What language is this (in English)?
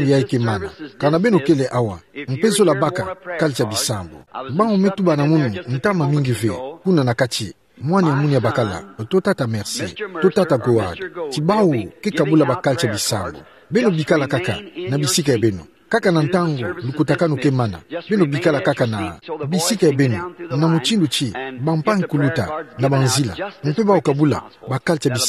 Kituba (Democratic Republic of Congo)